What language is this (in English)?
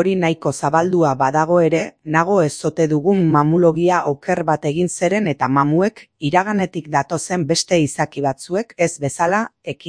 Basque